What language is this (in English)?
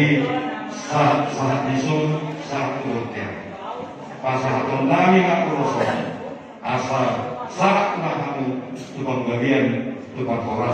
Batak Toba